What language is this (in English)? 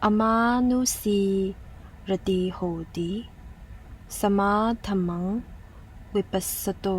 Pali